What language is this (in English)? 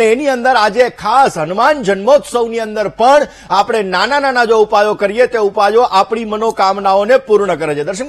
Gujarati